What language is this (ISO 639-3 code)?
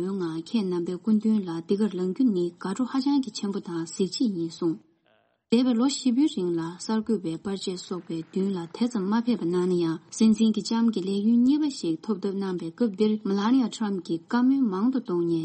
bod